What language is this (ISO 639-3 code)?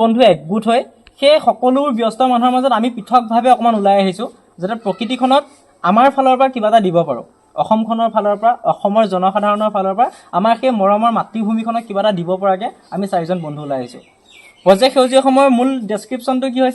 asm